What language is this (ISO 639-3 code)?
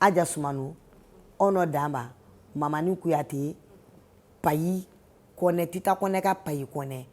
bam